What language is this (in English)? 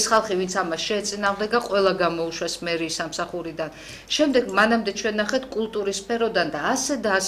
Georgian